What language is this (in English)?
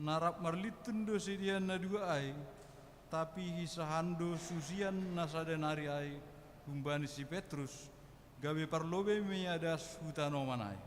Batak Simalungun